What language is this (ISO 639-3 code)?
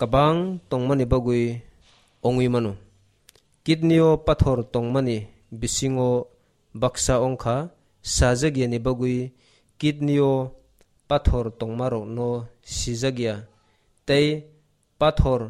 trp